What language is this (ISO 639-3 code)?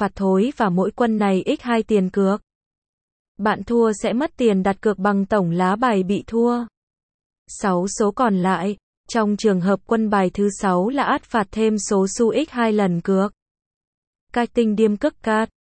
vie